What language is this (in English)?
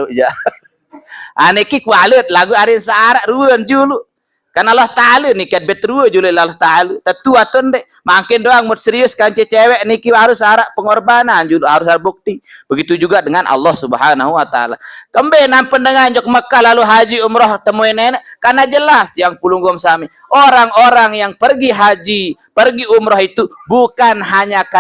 Sasak